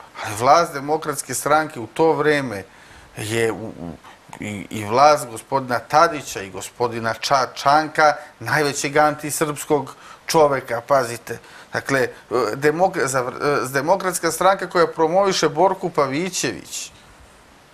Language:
Serbian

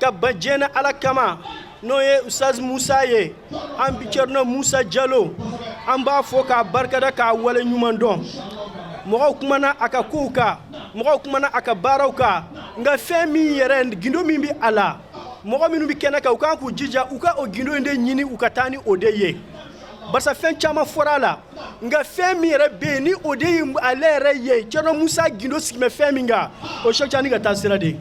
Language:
Bambara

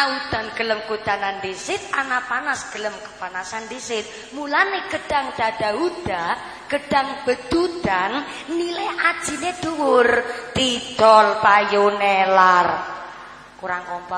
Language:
Javanese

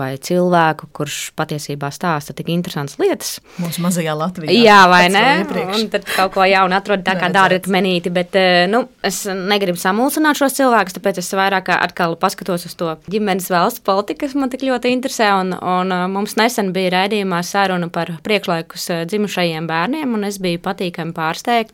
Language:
Latvian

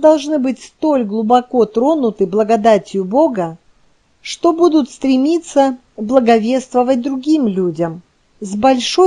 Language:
Russian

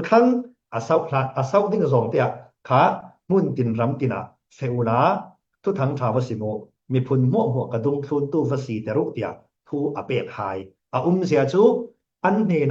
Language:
Falam Chin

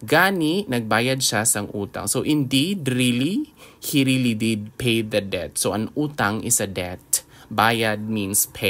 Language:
Hiligaynon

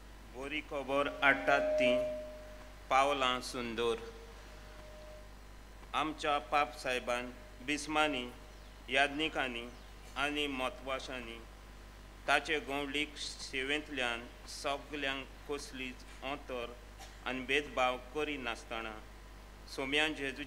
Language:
Konkani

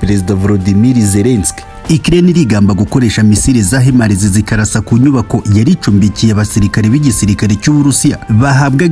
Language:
Kinyarwanda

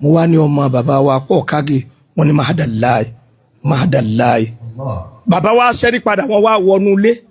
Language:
Yoruba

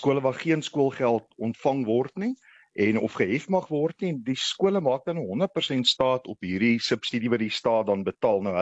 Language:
Afrikaans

